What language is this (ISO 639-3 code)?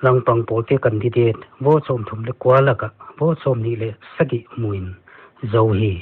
pck